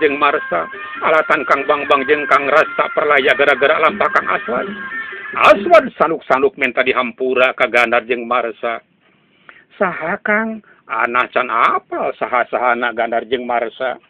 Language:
Sundanese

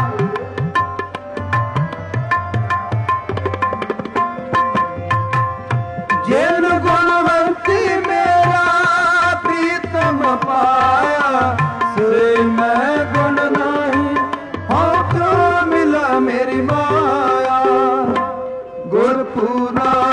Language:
Punjabi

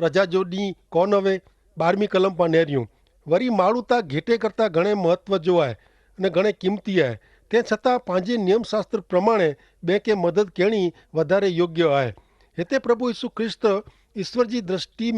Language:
Kachhi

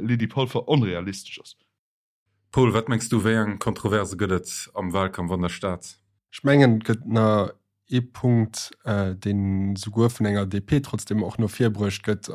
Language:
Luxembourgish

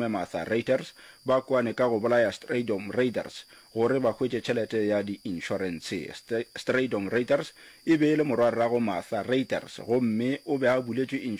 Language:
Northern Sotho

